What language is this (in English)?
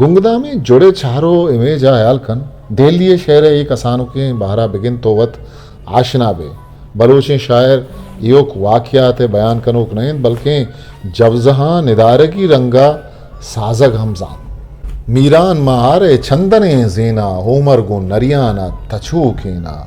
Eastern Balochi